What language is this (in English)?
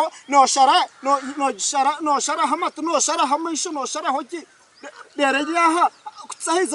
Nyankole